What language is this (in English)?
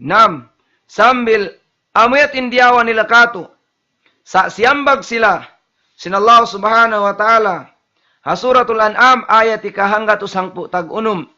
Tausug